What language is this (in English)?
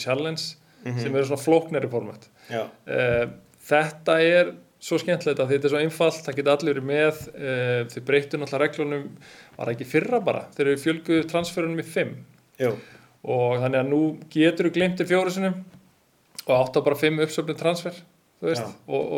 Icelandic